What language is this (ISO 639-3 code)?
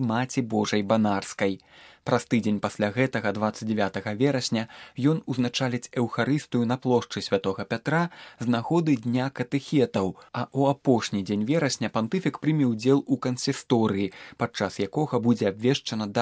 bel